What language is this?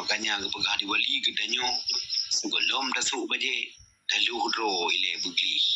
Achinese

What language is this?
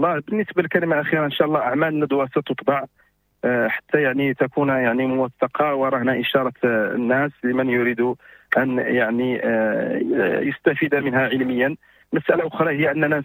Moroccan Arabic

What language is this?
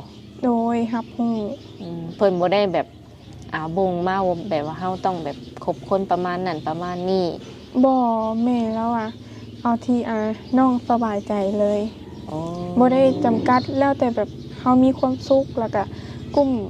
Lao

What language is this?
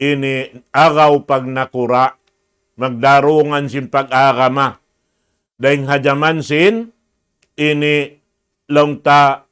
Tausug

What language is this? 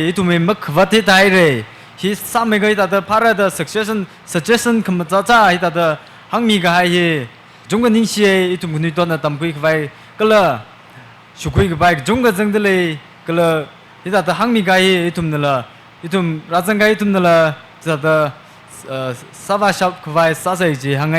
Tangkhul Naga (India)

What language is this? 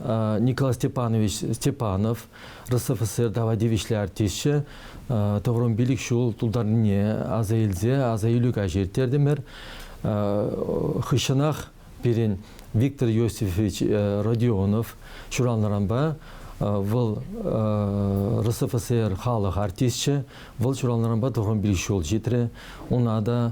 Chuvash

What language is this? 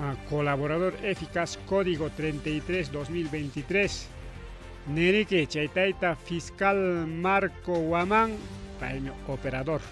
Ayacucho Quechua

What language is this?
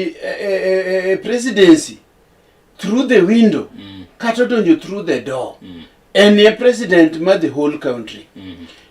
Luo (Kenya and Tanzania)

